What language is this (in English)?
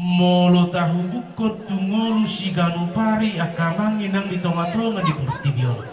Batak Toba